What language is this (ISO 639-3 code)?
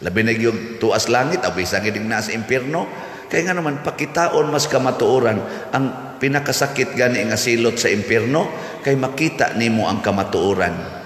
ceb